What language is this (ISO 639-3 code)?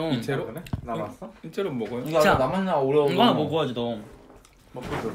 kor